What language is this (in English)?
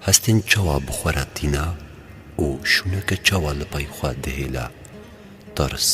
Kurdish